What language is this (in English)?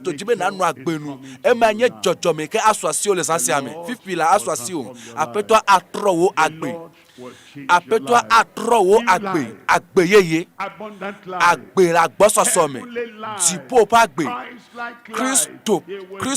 Ewe